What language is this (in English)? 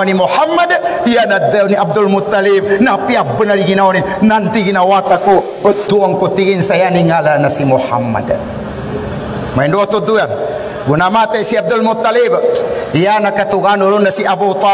Maguindanaon